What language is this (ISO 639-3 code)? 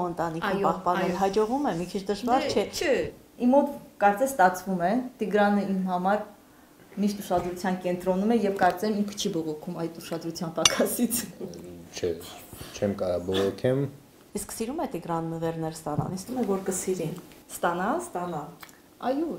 hye